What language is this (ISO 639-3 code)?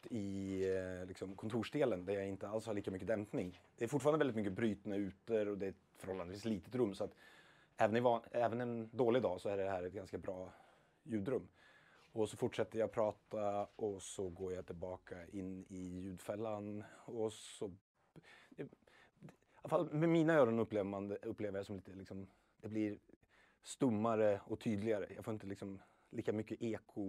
swe